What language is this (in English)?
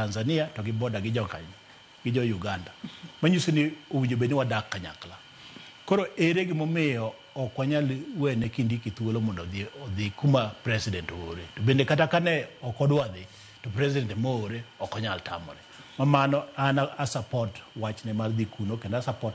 Luo (Kenya and Tanzania)